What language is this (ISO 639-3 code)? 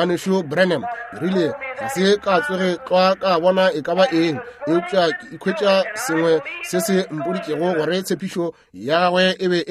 nso